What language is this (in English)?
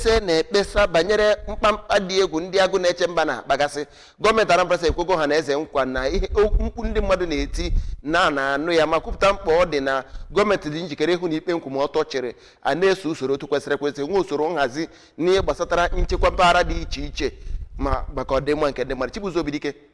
Igbo